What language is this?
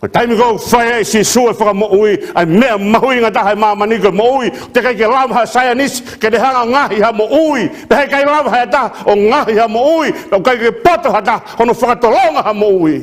Tongan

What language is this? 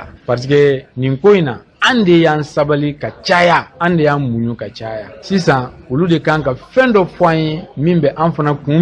Bambara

